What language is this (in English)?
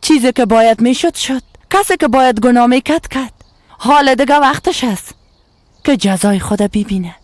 Persian